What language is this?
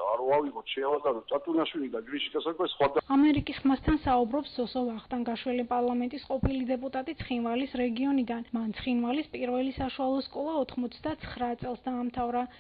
Georgian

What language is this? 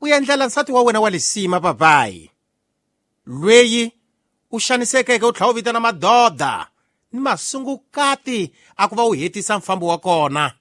Tsonga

